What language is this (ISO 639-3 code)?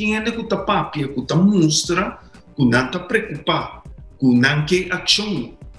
pap